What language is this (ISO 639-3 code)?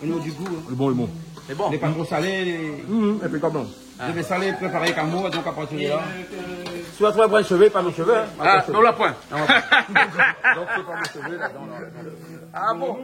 rcf